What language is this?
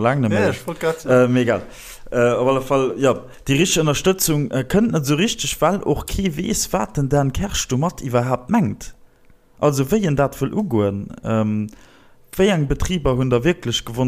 Luxembourgish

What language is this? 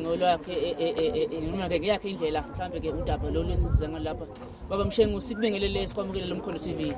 Zulu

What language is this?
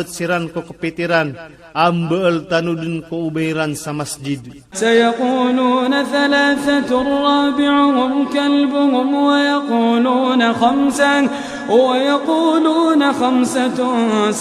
Iranun (Philippines)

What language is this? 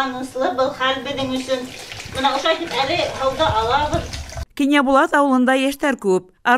Bashkir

